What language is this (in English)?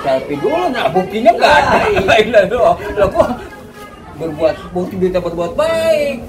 Betawi